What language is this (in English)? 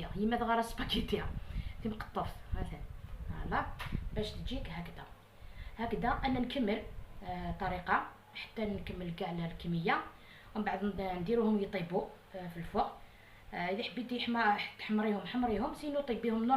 Algerian Arabic